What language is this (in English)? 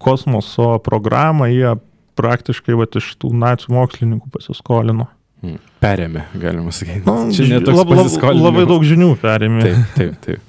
Lithuanian